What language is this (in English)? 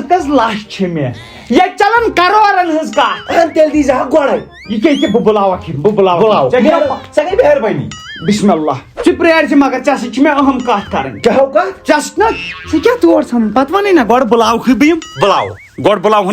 Kashmiri